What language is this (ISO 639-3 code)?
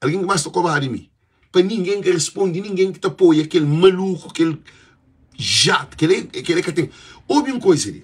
kea